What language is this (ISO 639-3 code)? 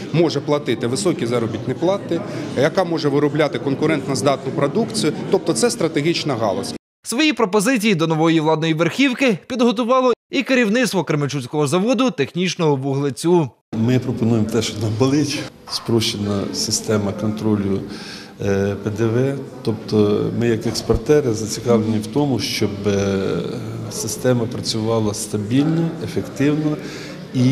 ukr